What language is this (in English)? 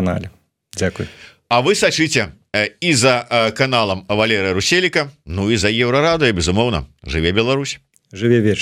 Belarusian